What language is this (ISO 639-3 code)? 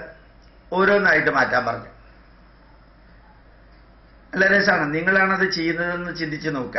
mal